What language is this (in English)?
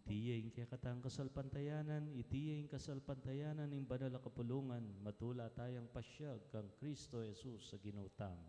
Pampanga